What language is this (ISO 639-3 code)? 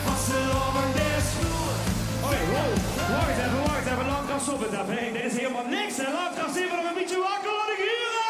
lim